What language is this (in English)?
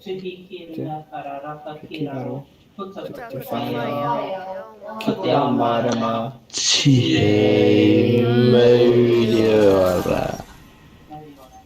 Māori